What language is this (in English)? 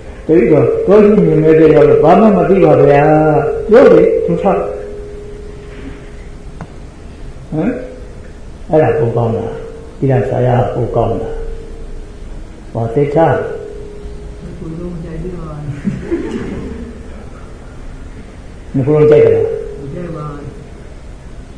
Burmese